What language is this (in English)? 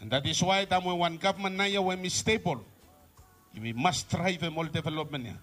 Bislama